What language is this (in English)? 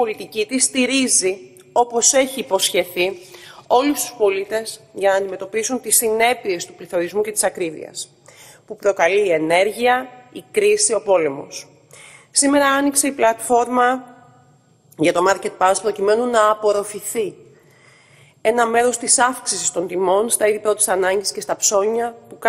Greek